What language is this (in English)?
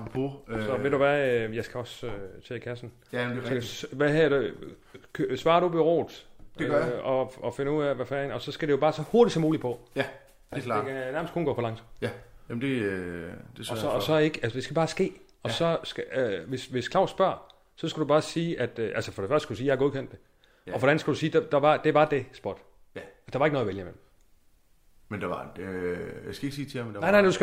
Danish